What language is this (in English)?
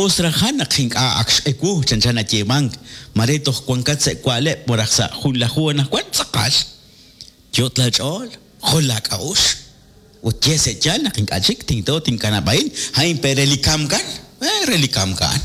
Kekchí